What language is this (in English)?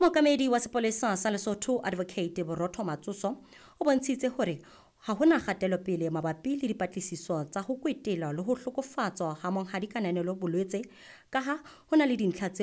Southern Sotho